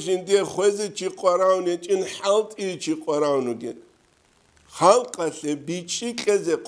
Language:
Avaric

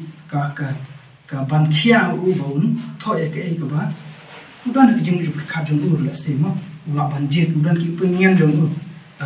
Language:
Khasi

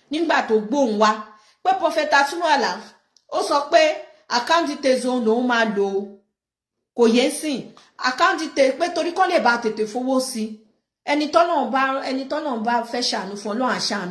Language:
Yoruba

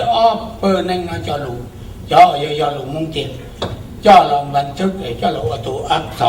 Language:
Hmong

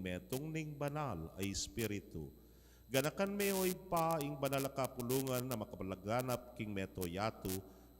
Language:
Pampanga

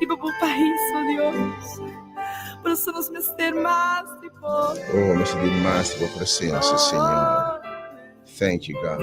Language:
Papiamento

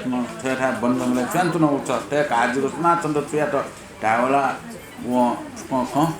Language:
Newari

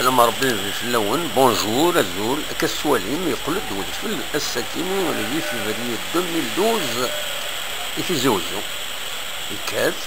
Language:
Kabyle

